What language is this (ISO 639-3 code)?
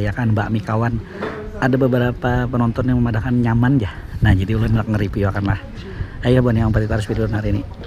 bjn